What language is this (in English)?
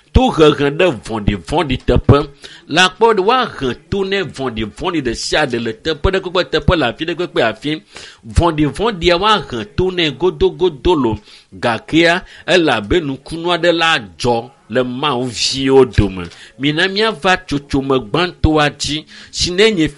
Ewe